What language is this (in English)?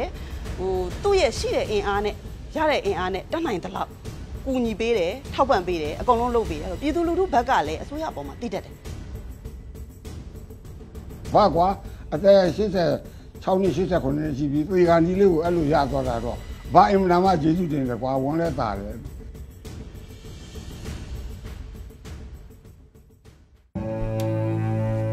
Burmese